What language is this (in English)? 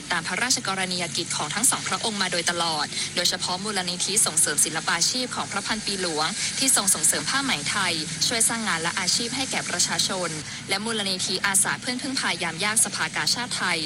Thai